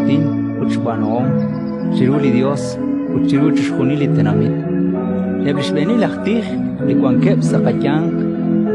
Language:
Kekchí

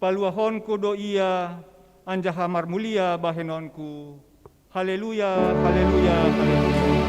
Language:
Batak Simalungun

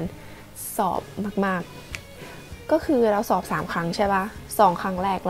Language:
Thai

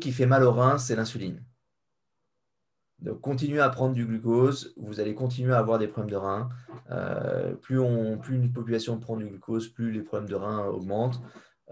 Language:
French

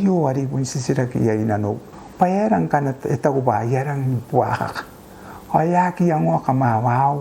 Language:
Gilbertese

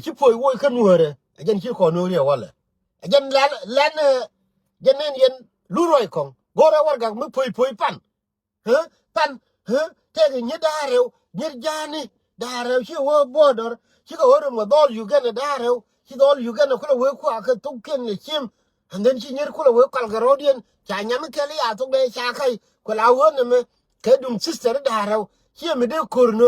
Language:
Nuer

